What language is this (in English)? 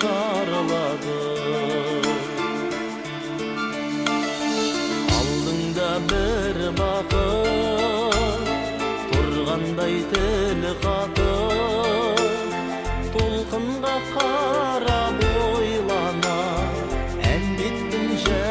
Kazakh